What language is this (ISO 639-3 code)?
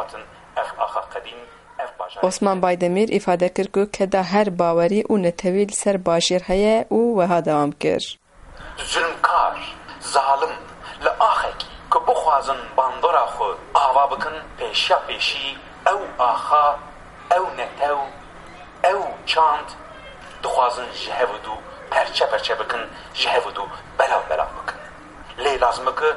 kur